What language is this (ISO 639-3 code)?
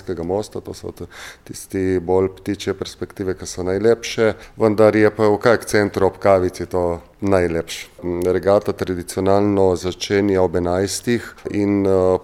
slv